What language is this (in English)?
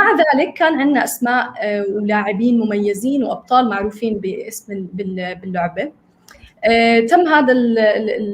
North Levantine Arabic